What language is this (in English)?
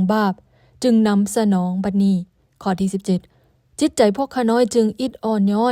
Lao